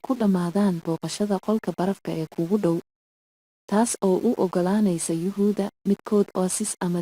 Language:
Somali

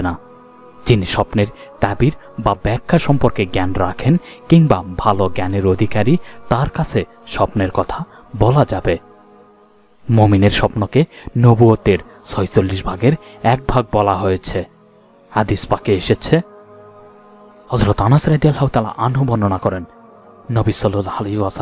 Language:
Bangla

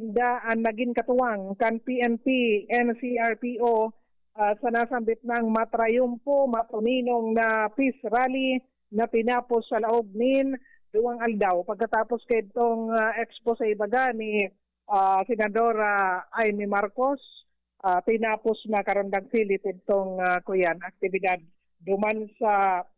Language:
Bikol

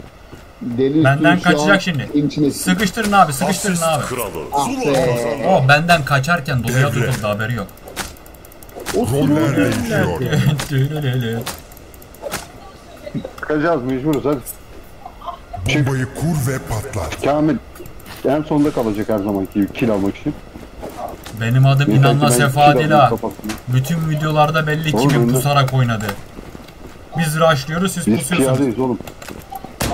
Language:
Turkish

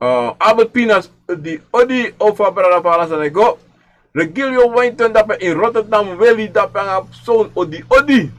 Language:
Sranan Tongo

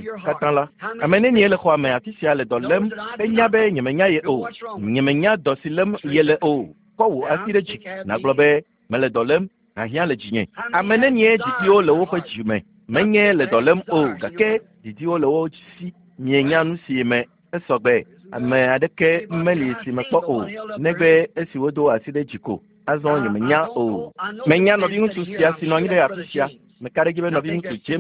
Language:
Ewe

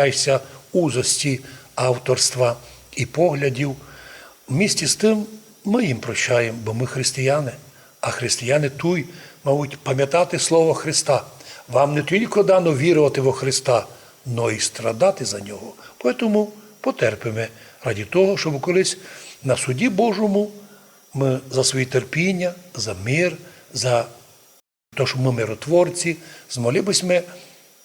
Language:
Rusyn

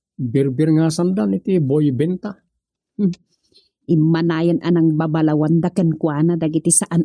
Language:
Iloko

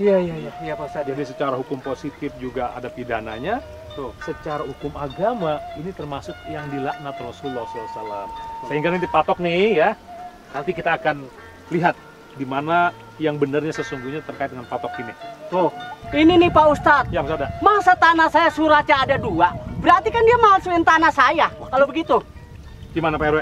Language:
Betawi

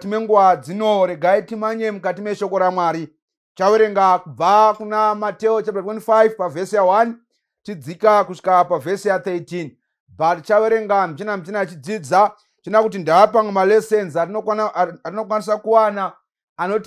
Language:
Shona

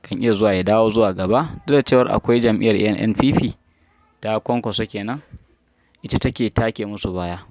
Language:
Hausa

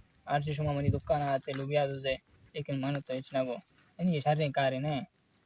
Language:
Eastern Balochi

